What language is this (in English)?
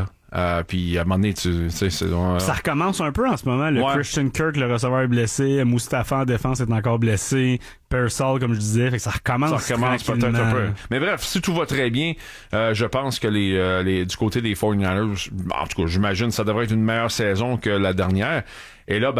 French